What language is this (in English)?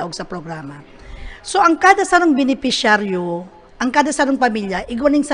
Bikol